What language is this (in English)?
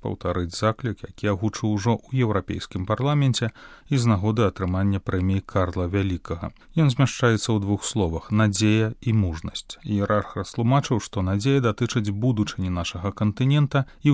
Belarusian